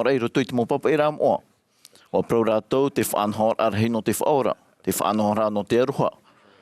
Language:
Tahitian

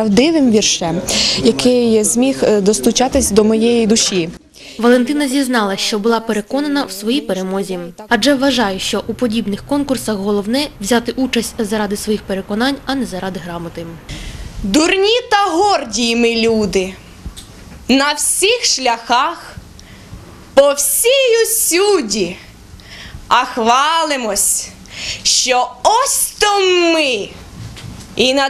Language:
Ukrainian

